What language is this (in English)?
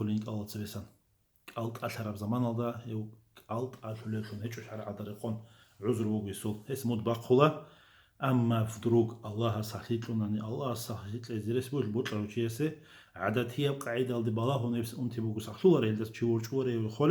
Avaric